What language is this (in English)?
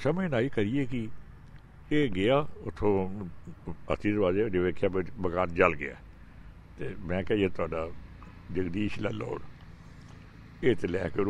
Punjabi